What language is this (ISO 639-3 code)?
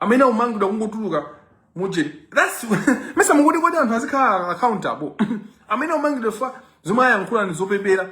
nya